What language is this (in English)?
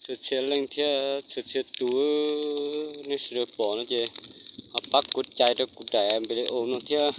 Hmong